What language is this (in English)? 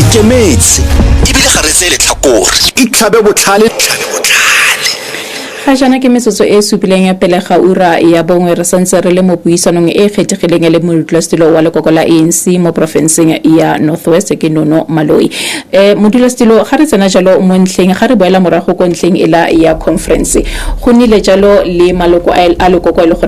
Tswana